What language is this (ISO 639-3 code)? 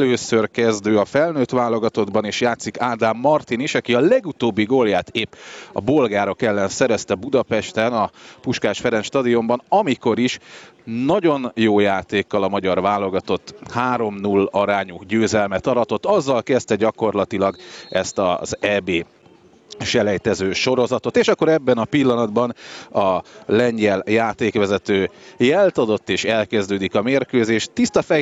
hun